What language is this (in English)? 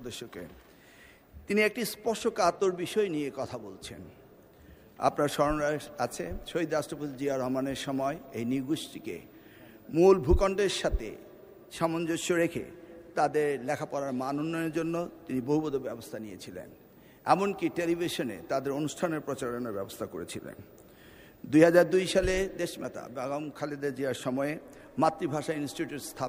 Bangla